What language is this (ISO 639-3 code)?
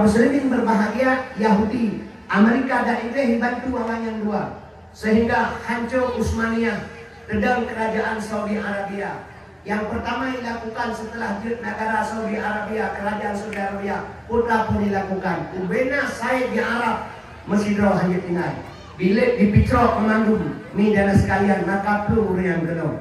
ace